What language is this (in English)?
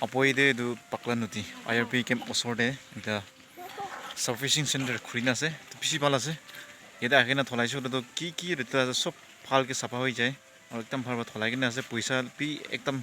Naga Pidgin